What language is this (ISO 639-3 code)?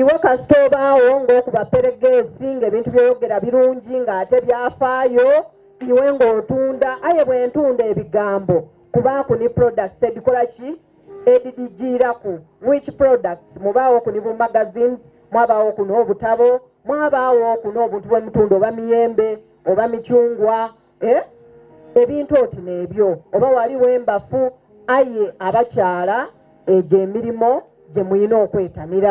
xog